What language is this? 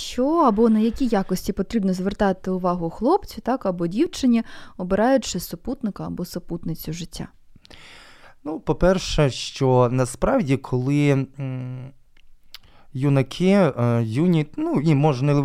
Ukrainian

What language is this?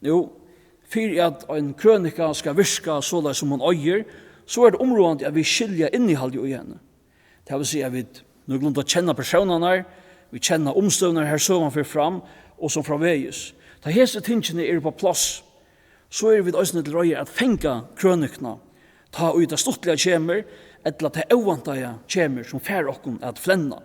Faroese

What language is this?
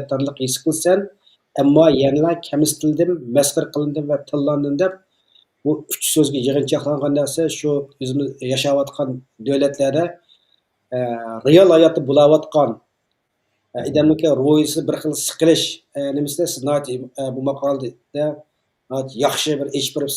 Uyghur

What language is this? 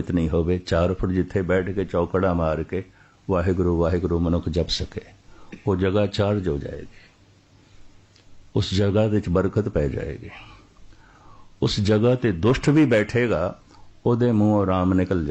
Punjabi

